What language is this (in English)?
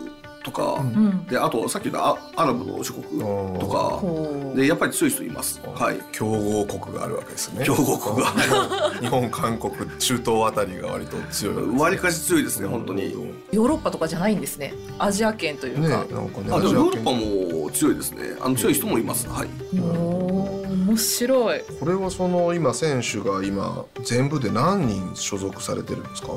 Japanese